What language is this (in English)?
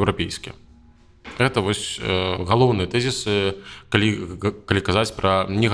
Belarusian